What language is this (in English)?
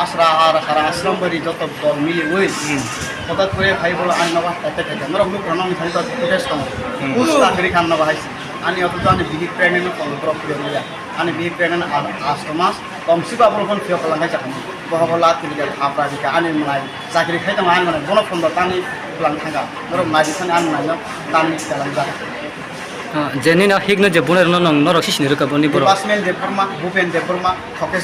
Kok Borok